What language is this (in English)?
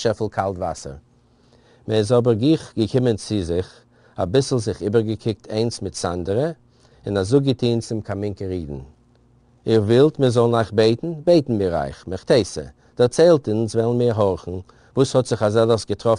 Yiddish